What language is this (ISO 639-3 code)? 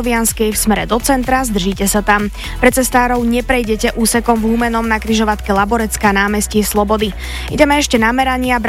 slk